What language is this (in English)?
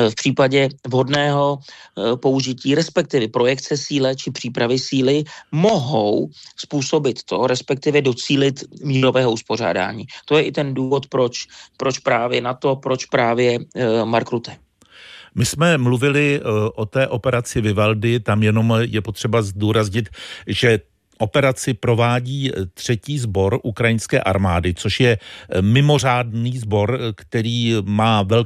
Czech